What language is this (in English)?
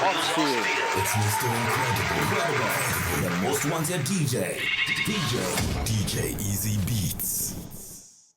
Nigerian Pidgin